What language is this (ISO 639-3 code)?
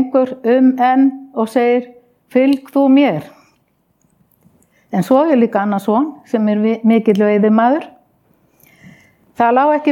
isl